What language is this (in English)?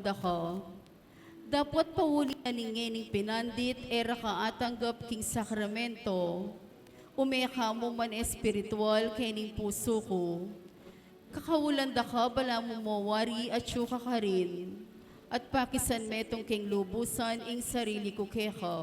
Pampanga